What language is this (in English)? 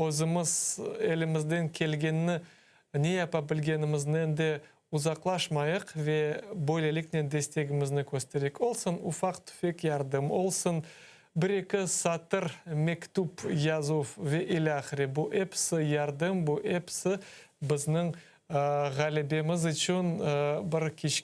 Crimean Tatar